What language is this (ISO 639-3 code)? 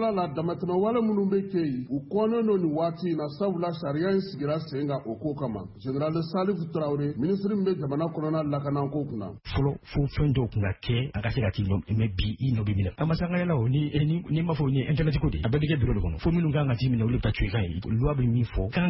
bam